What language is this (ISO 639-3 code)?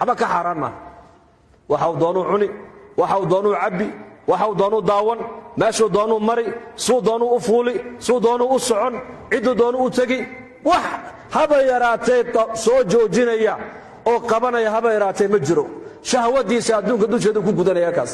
som